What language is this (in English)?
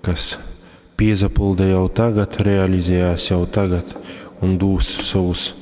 Latgalian